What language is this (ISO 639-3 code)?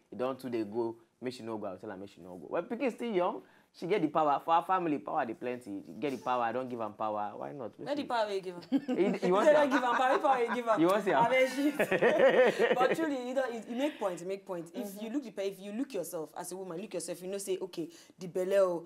pcm